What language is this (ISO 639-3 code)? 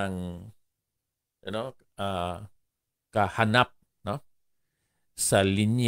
hil